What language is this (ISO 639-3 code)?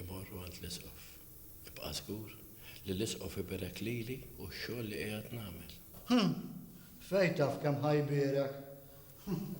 mlt